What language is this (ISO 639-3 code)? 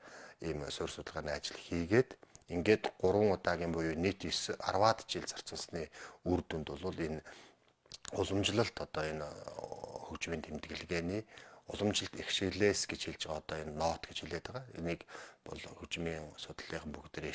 mon